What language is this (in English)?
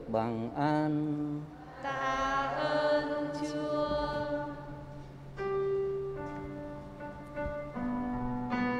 Vietnamese